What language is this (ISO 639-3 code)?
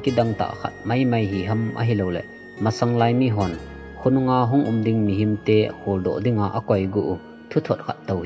tcz